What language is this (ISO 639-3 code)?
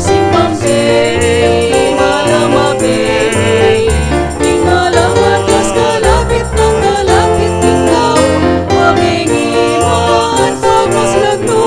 pam